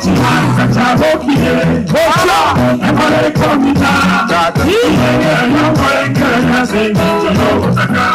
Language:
Gusii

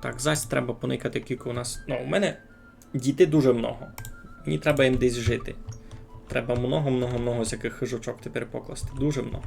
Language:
Rusyn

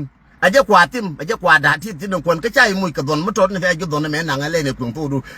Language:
Nuer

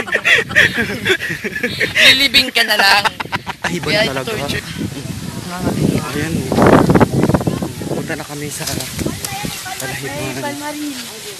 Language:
Filipino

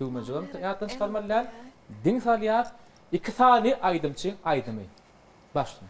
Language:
Turkmen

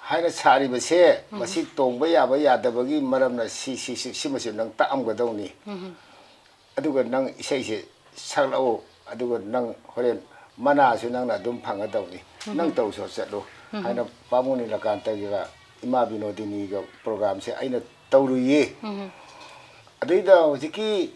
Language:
Manipuri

